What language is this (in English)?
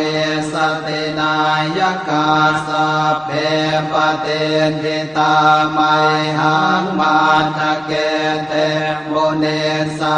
Pali